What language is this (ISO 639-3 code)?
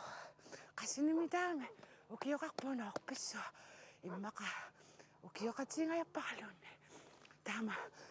kal